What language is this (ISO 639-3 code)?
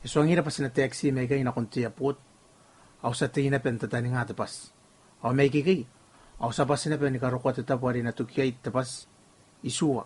gil